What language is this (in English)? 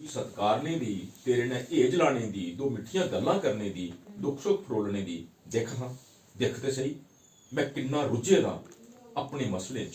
Dogri